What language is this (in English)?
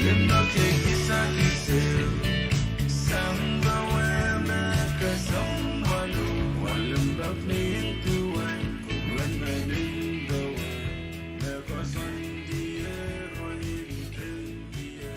Pohnpeian